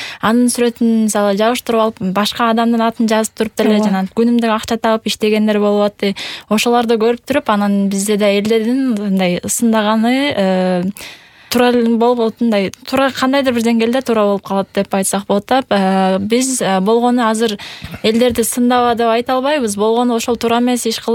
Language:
Kyrgyz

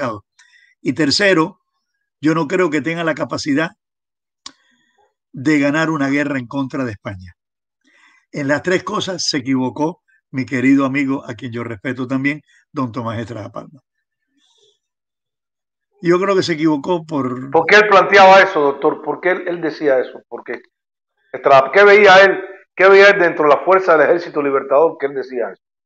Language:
Spanish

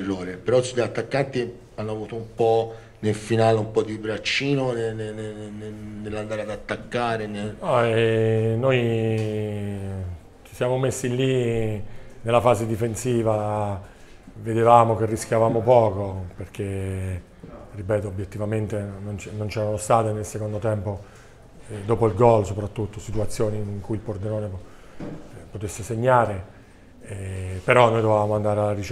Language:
Italian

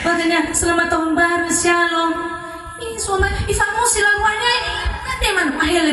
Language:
Nias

